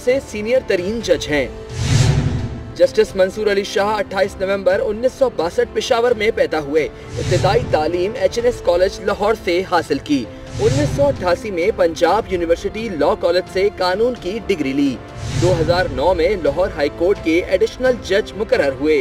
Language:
Urdu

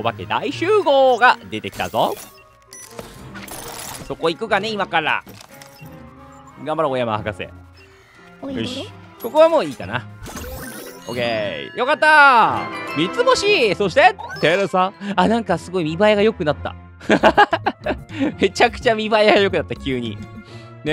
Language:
Japanese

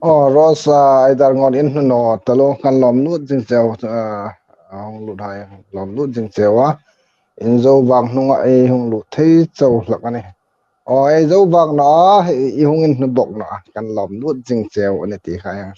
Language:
Hmar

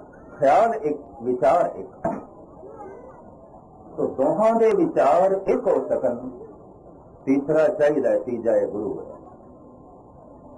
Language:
Punjabi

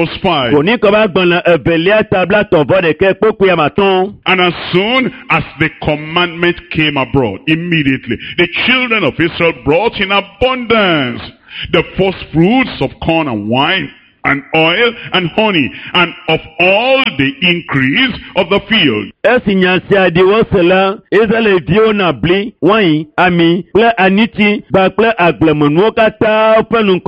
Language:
Ewe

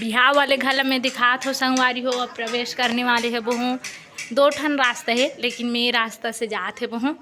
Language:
Chhattisgarhi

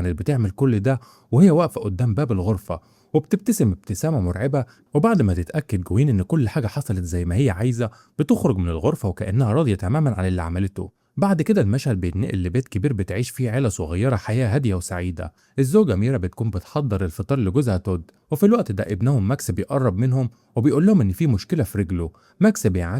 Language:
Egyptian Arabic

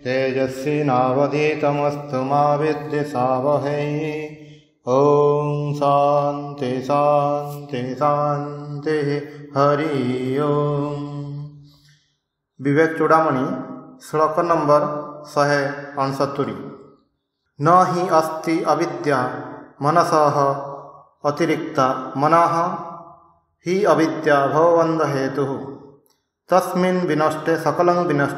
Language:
Odia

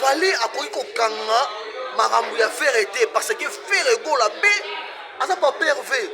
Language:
Lingala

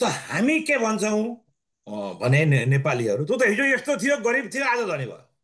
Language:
Nepali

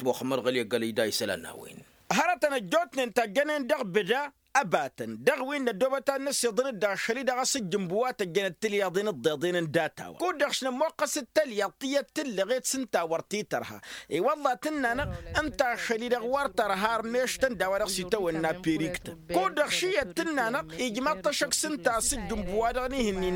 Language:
Tamasheq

